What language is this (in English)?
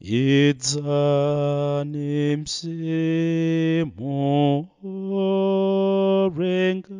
Nyanja